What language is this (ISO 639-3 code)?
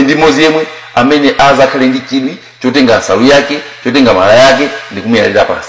nya